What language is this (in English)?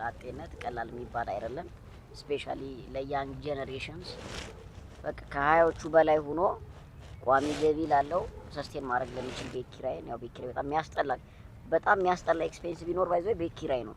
Amharic